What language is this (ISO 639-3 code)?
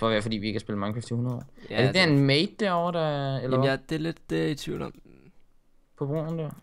dan